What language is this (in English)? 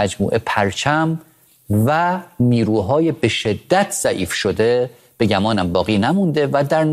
Persian